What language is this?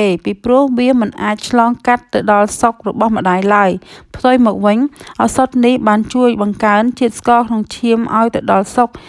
Khmer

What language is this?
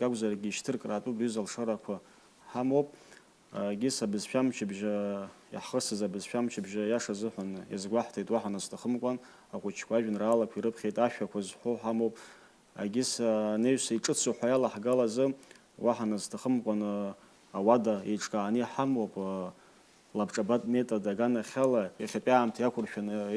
Abkhazian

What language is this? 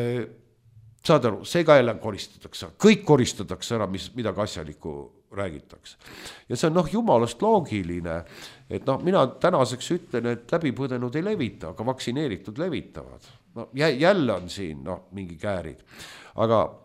Estonian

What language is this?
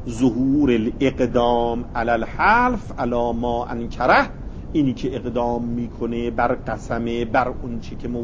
Persian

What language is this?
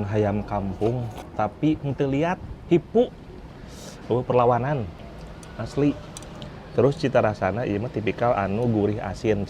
Sundanese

